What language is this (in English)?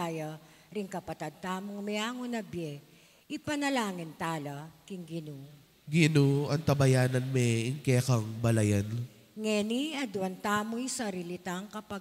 Pampanga